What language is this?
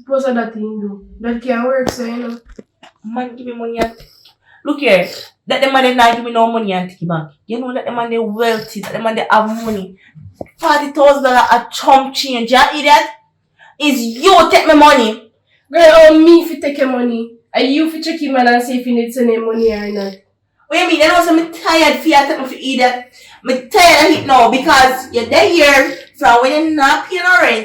Jamaican Creole English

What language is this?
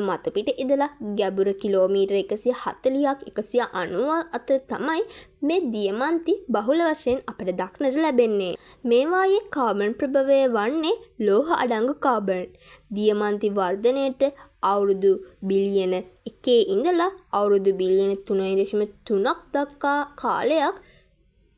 Sinhala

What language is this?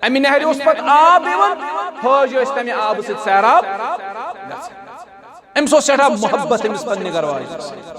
Kashmiri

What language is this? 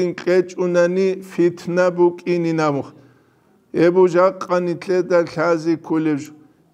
Avaric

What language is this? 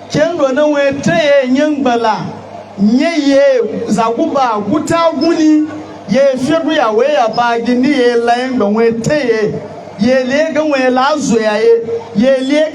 Hausa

